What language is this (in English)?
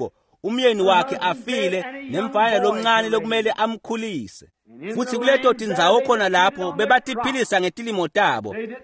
Swati